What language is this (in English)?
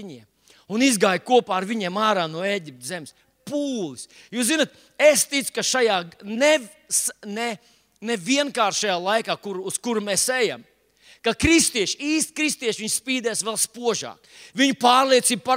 Latvian